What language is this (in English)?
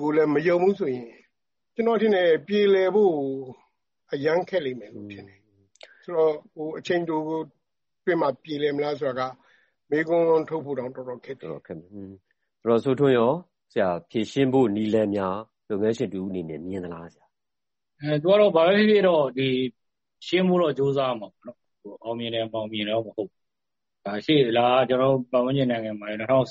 Burmese